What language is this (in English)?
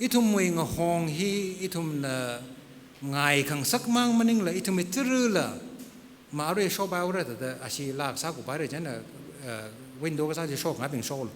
Tangkhul Naga (India)